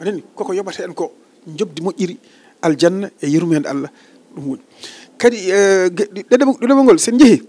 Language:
Fula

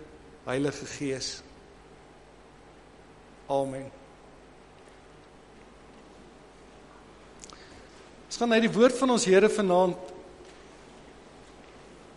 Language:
Afrikaans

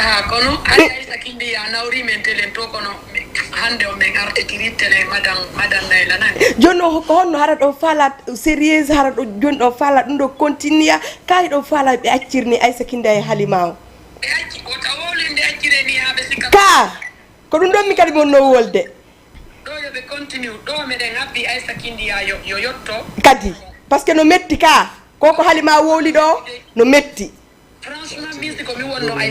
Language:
Fula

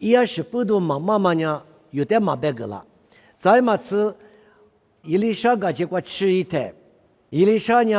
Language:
Lisu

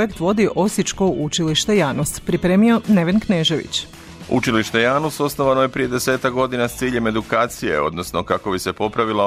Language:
Croatian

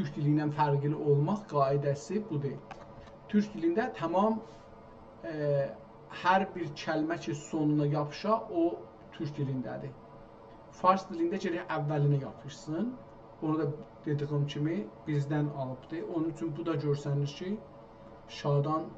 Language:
South Azerbaijani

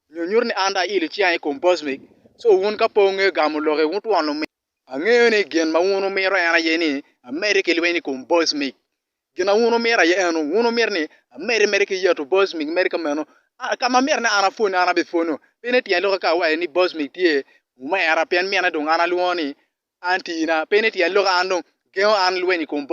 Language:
Acoli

